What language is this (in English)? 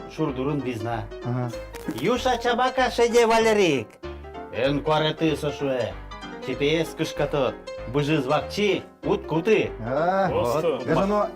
Udmurt